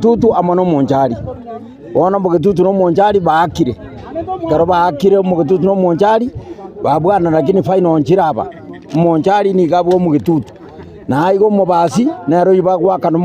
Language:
Gusii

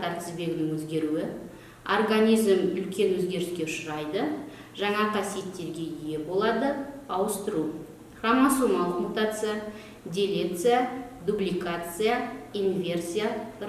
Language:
Kazakh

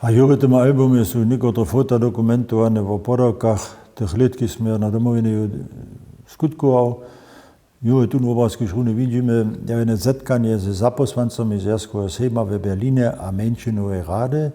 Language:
Upper Sorbian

